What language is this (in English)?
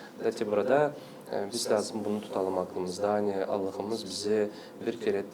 Gagauz